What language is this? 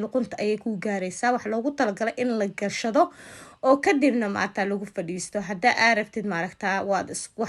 Somali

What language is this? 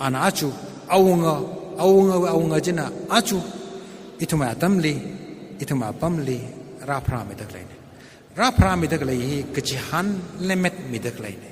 Tangkhul Naga (India)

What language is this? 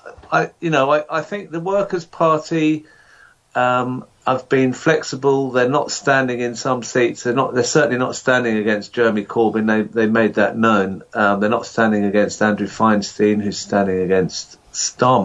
English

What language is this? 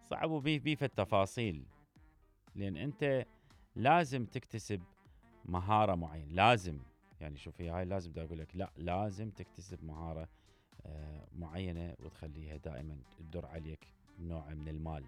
Mesopotamian Arabic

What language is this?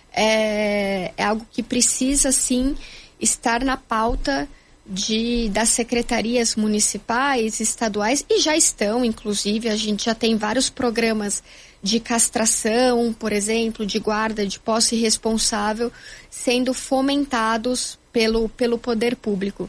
Portuguese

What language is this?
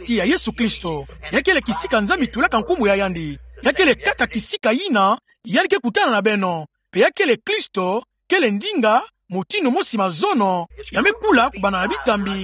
Kituba (Democratic Republic of Congo)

